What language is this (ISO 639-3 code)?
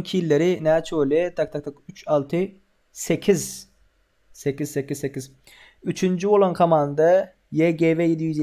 tuk